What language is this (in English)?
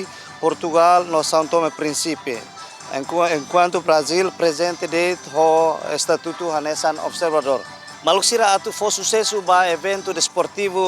Tetum